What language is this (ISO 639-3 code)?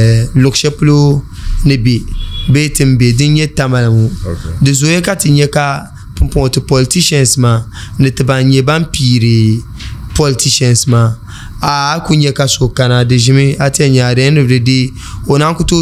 dag